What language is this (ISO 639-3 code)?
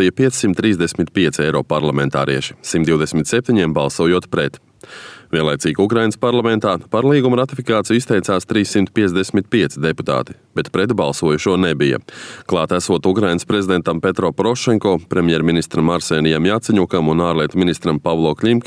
lav